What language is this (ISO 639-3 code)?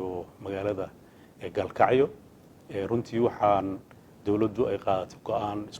som